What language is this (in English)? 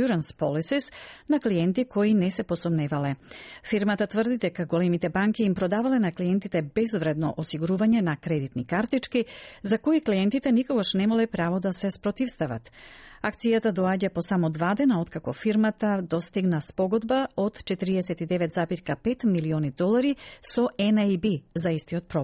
Macedonian